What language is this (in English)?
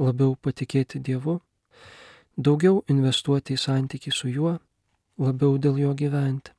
Lithuanian